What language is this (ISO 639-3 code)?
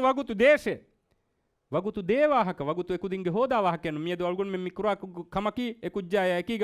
div